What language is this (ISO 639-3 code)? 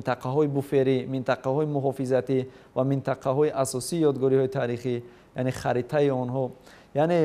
tgk